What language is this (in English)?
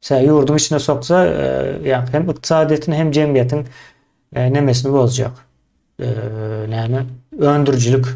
Turkmen